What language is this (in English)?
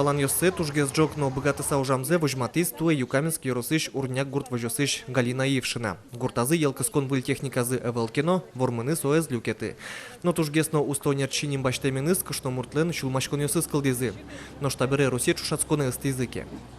Udmurt